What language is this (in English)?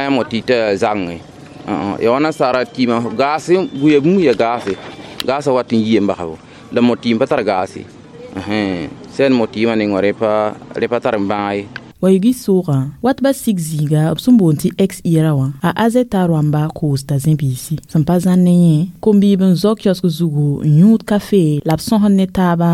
Mossi